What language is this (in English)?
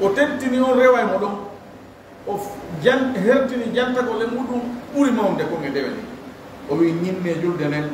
Fula